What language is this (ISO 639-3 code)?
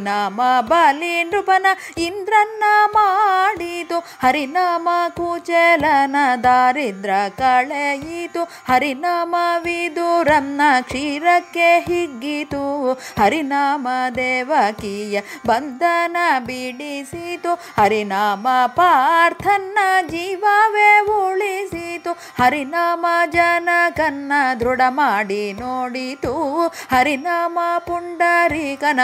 kan